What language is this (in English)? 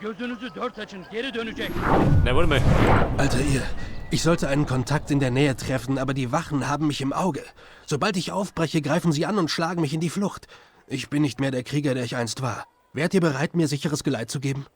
Bavarian